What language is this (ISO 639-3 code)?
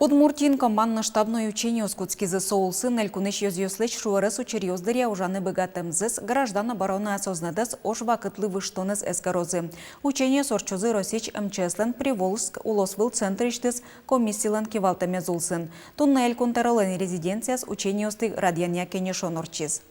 udm